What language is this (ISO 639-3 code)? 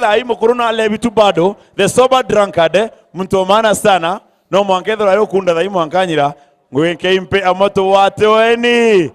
mer